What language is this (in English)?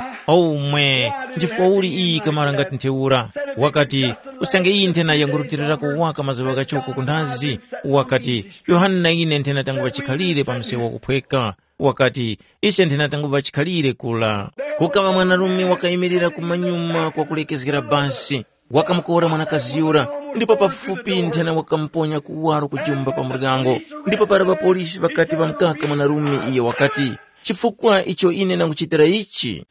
Tumbuka